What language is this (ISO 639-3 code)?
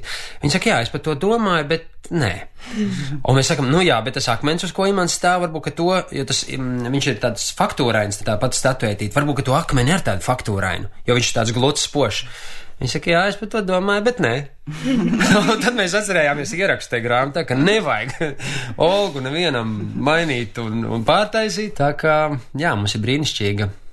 lav